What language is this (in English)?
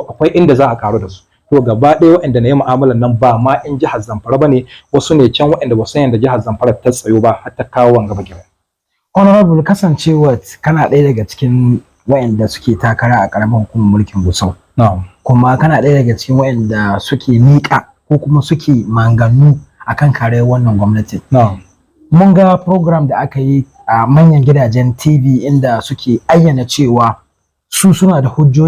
Hausa